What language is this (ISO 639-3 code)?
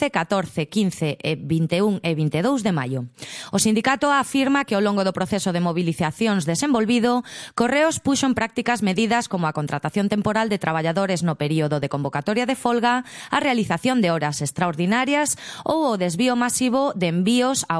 glg